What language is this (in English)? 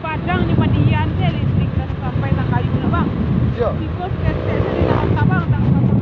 Minangkabau